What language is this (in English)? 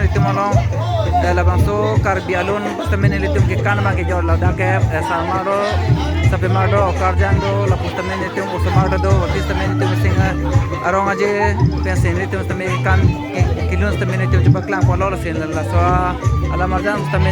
Karbi